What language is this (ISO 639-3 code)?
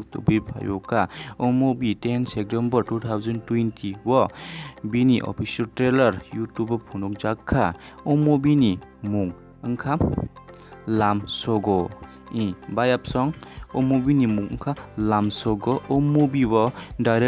trp